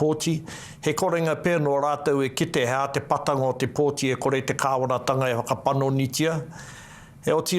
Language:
Māori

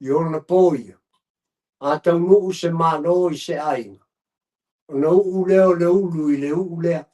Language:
Samoan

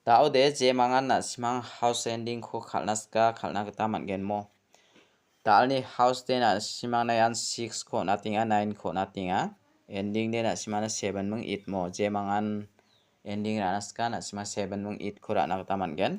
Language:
Garo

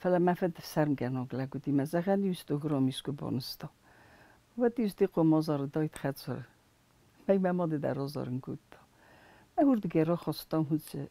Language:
Ossetic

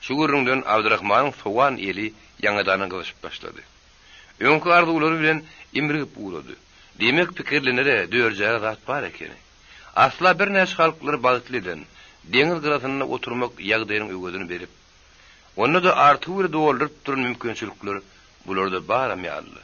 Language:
Turkmen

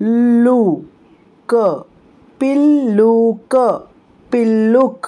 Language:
Konkani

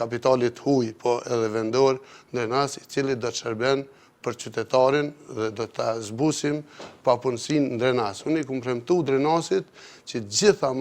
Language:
Albanian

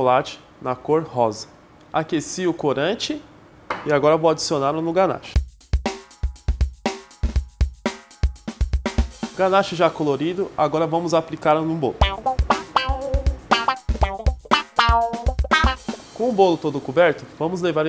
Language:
Portuguese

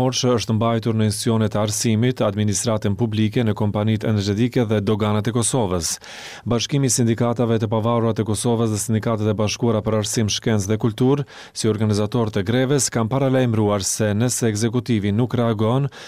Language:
Albanian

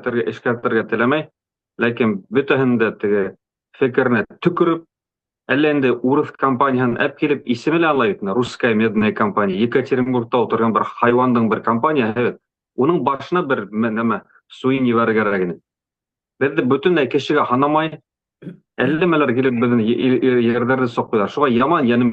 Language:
Bashkir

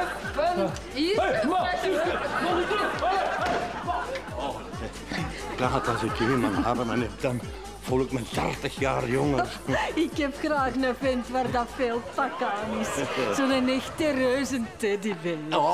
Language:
Dutch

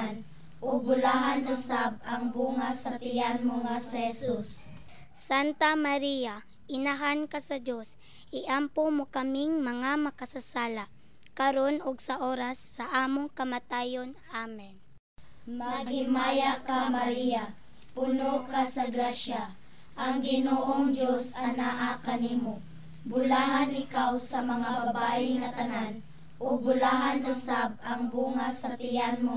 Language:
Cebuano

